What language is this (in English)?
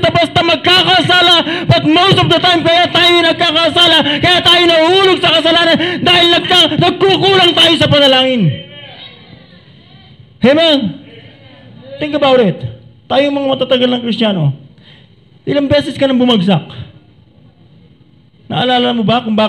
Filipino